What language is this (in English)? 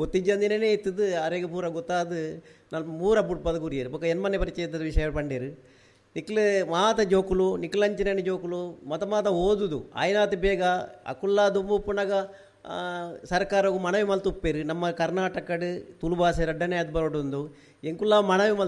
Tulu